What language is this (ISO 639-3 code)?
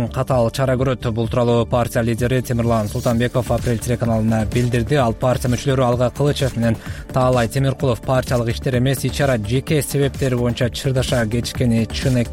kir